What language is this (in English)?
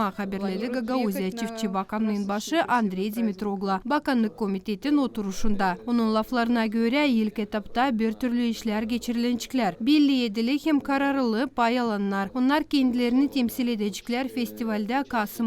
Gagauz